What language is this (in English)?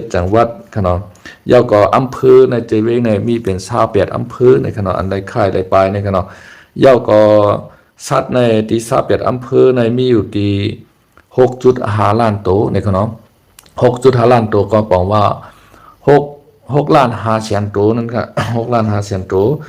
Shan